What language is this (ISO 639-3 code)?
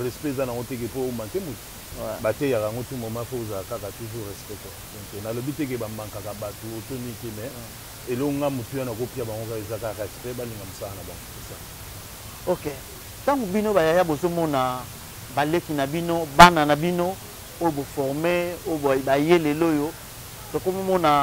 lin